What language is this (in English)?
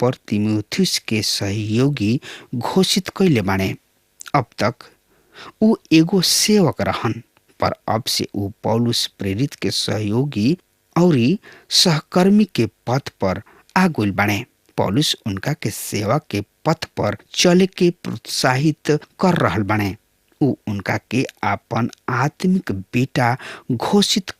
Bhojpuri